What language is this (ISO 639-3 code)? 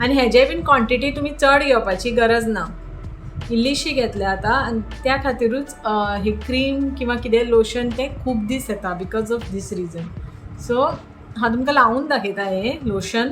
kok